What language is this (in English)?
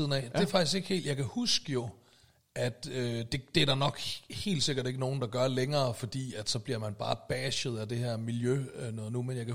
Danish